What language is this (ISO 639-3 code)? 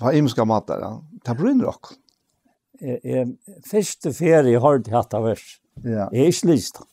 fao